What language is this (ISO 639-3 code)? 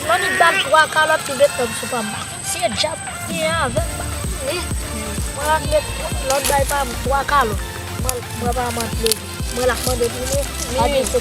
hat